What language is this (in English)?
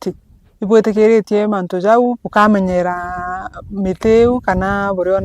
Meru